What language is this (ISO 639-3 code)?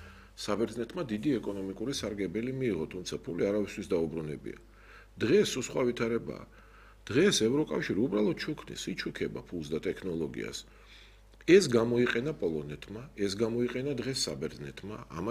kat